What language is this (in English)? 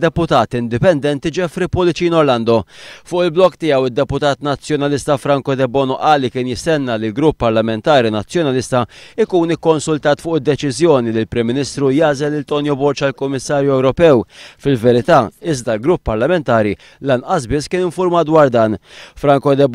Maltese